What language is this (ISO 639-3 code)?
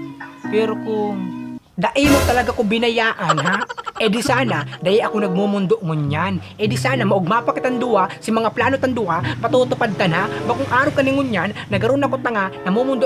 bik